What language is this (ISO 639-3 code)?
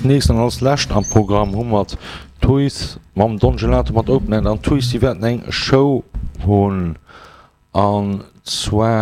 ltz